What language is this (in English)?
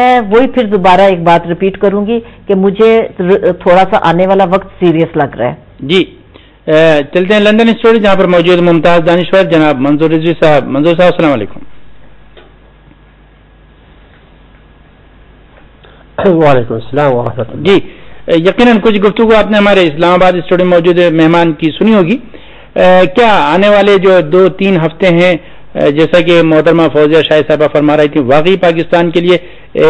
Urdu